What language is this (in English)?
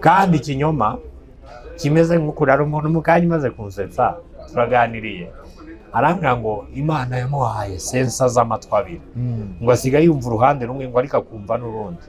Kinyarwanda